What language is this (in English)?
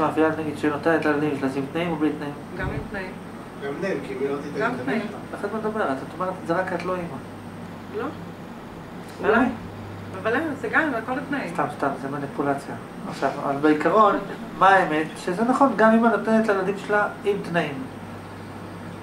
Hebrew